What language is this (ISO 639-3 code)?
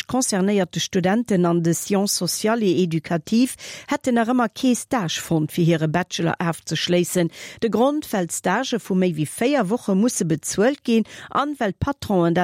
ltz